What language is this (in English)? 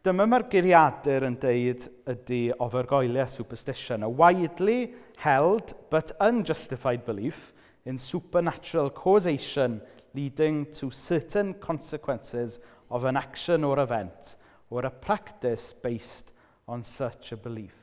Welsh